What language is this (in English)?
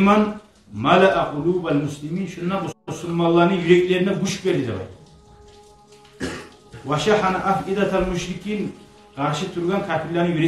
Kumyk